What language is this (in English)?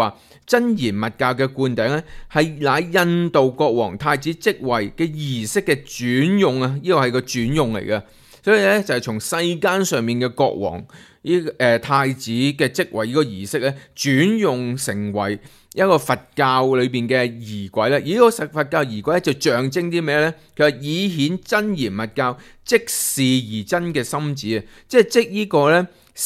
Cantonese